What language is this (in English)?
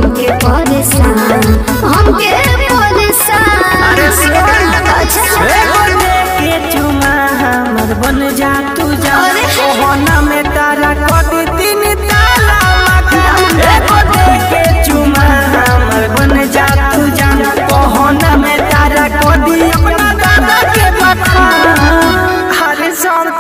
Bhojpuri